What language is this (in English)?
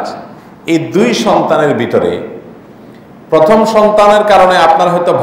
Bangla